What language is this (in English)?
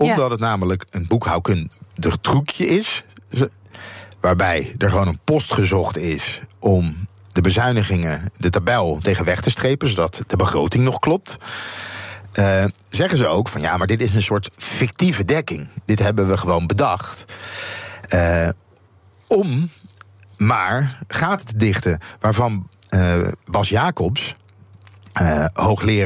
Dutch